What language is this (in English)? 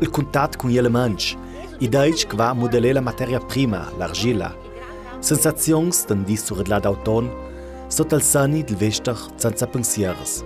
Ladin